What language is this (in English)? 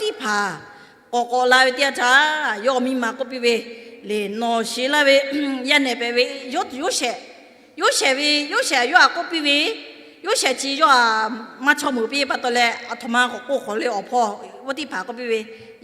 Lahu